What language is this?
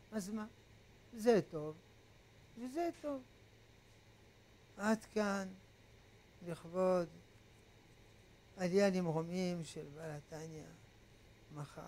Hebrew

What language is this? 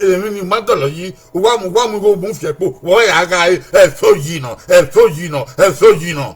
Bini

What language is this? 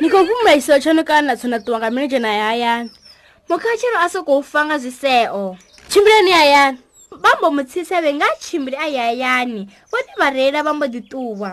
Venda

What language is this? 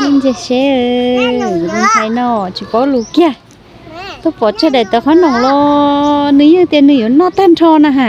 Hmong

